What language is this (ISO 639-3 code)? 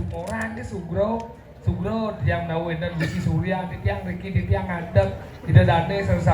ban